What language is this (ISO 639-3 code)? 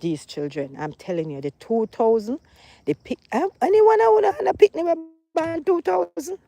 jam